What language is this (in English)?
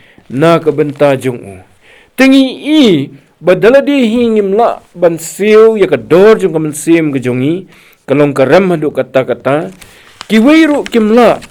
Khasi